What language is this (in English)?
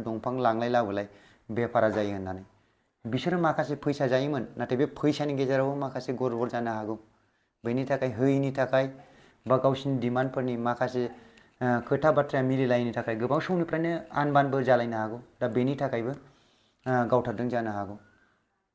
Bodo